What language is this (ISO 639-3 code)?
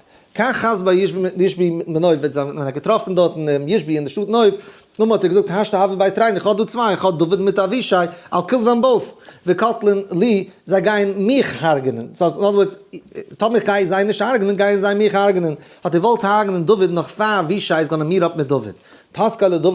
yid